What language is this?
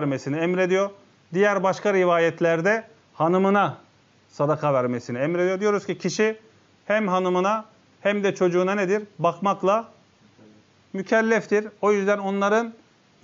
Turkish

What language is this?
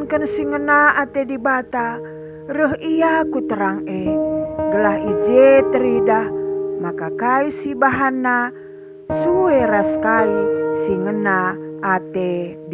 Batak Karo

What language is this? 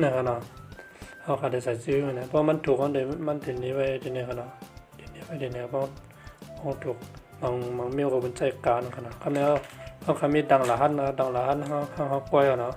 Shan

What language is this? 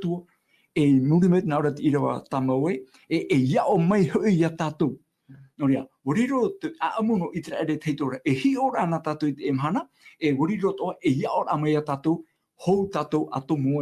Tahitian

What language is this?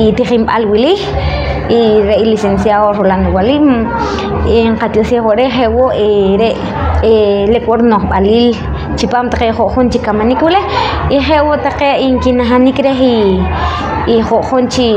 Poqomchi'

